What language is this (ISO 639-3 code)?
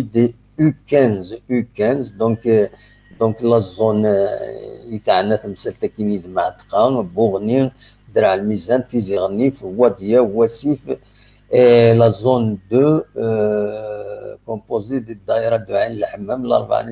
kab